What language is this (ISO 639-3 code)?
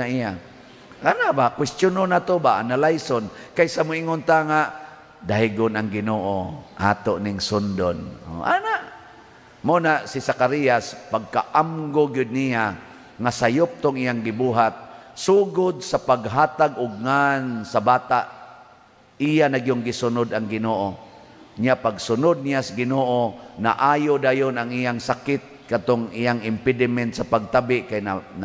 ceb